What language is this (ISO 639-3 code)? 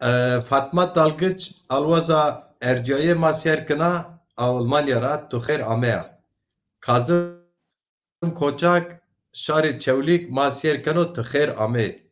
zza